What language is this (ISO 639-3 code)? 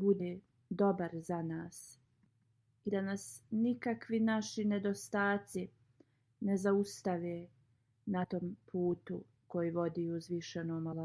bos